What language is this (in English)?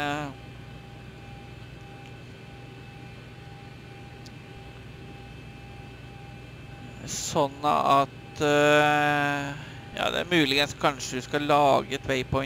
Norwegian